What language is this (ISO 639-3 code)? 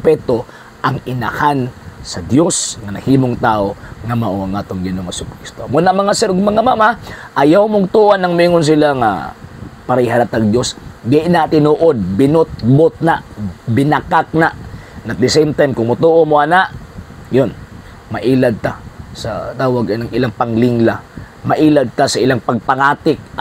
ceb